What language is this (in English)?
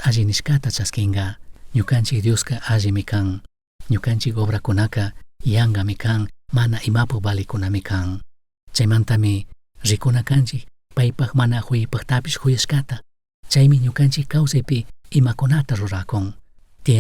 Chimborazo Highland Quichua